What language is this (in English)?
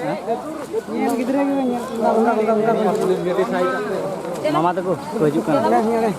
Santali